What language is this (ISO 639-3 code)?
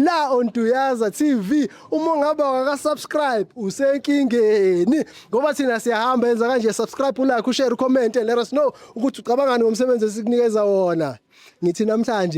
zul